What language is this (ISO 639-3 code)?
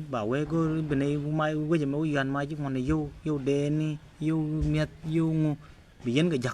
nus